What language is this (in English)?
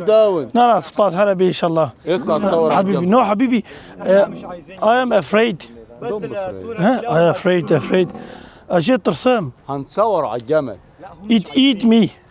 Kurdish